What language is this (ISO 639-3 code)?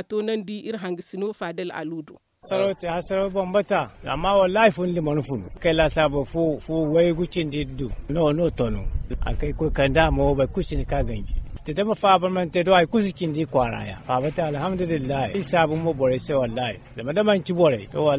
dje